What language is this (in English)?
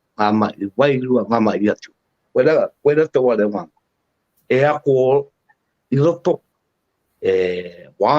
Māori